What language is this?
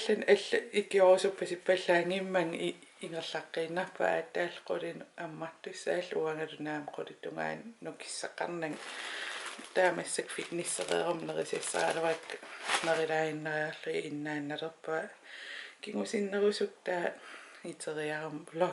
Kalaallisut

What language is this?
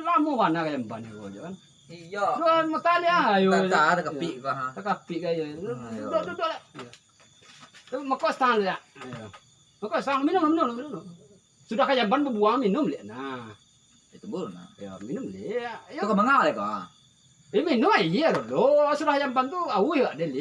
Minangkabau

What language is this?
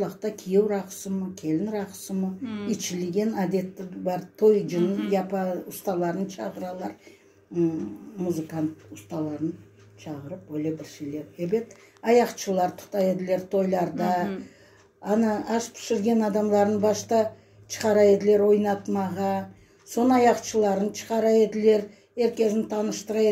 Crimean Tatar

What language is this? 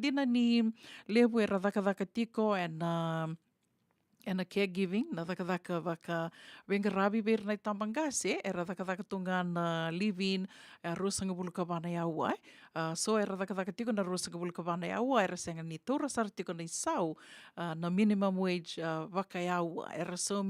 Fijian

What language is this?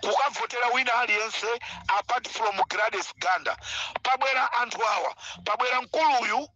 Nyanja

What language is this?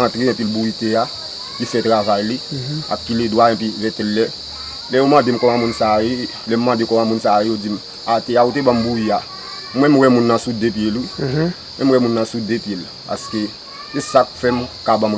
Haitian Creole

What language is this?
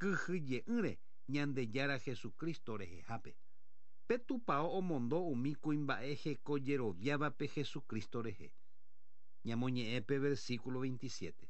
Guarani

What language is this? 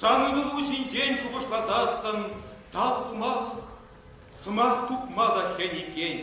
Chuvash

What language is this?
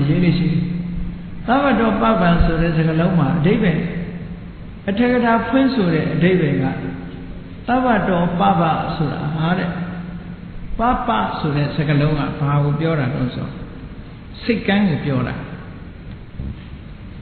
Burmese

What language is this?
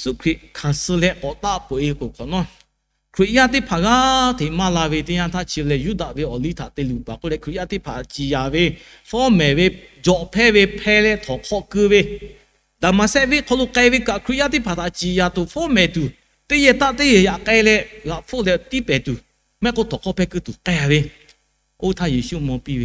Lahu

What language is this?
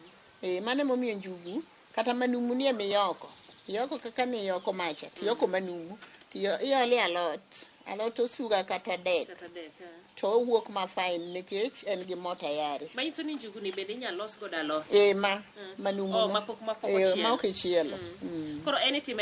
Luo (Kenya and Tanzania)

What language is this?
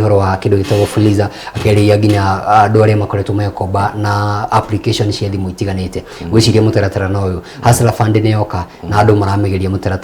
Kikuyu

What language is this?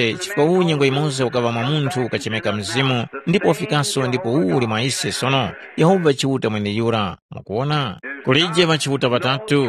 Tumbuka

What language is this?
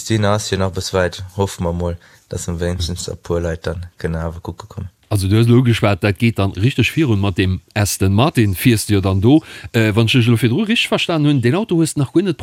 Luxembourgish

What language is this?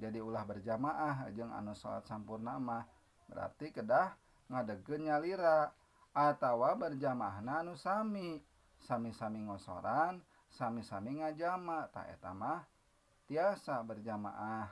Sundanese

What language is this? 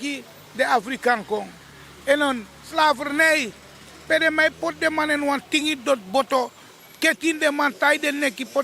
Sranan Tongo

